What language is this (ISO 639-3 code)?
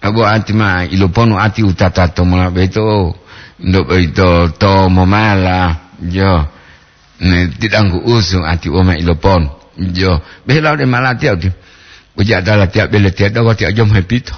gor